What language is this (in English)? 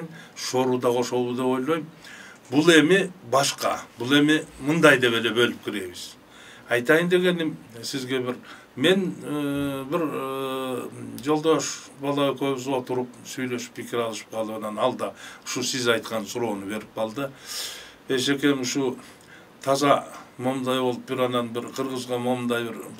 Kyrgyz